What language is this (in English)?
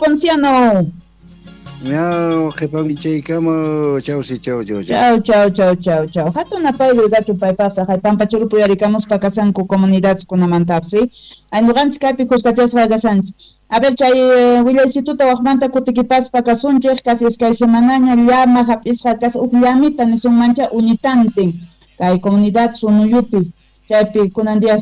South Bolivian Quechua